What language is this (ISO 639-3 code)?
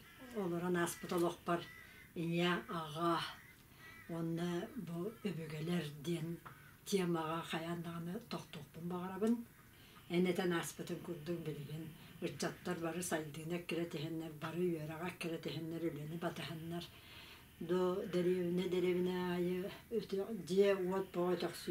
sah